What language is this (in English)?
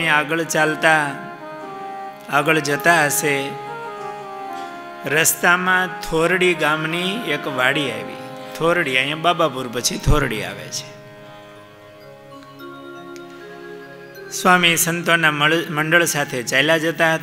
Gujarati